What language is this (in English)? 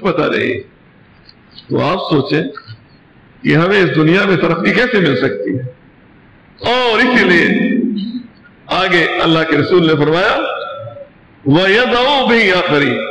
Urdu